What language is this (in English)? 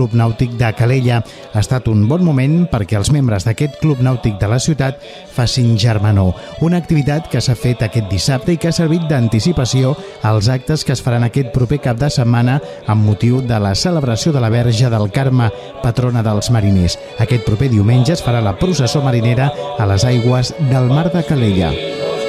Catalan